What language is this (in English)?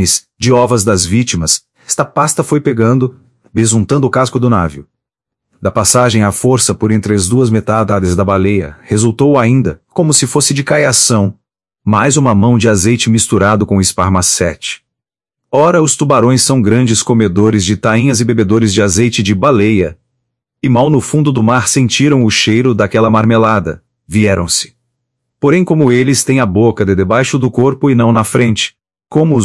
Portuguese